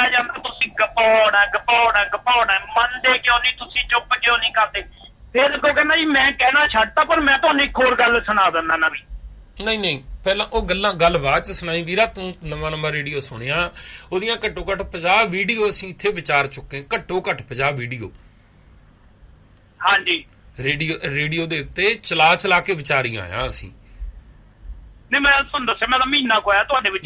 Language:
Punjabi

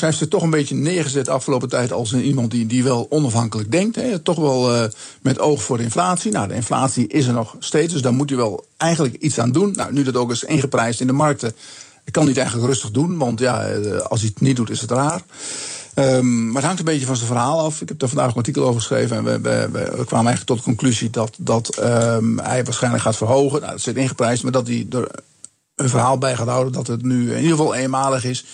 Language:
Dutch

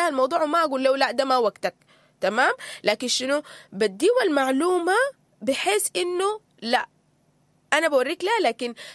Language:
Sudanese Arabic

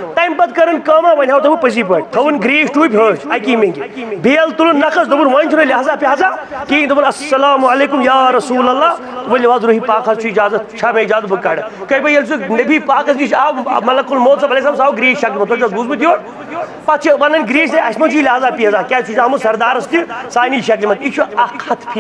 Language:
Kashmiri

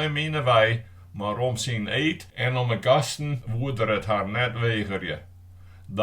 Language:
Western Frisian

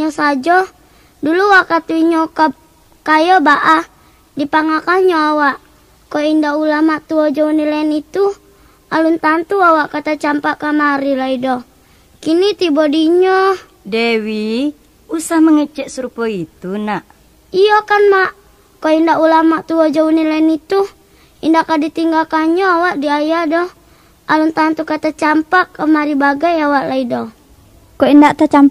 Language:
Minangkabau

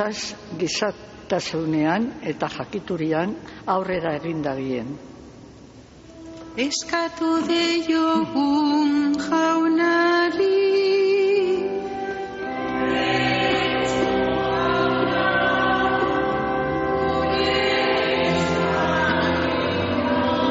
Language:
Basque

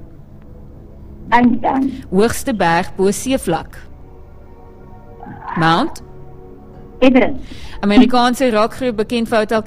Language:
Afrikaans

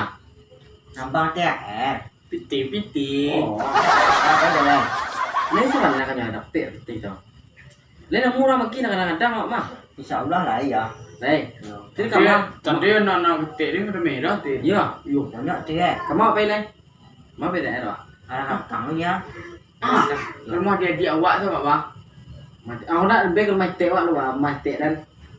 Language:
Minangkabau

